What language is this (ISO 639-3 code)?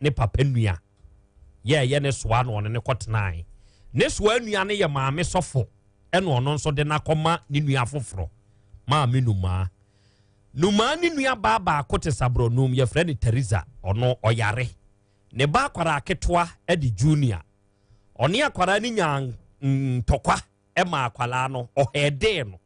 aka